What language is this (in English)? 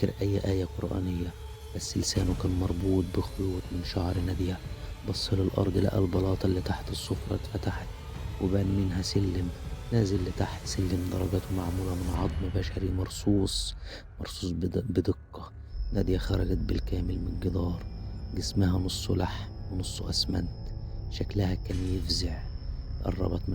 Egyptian Arabic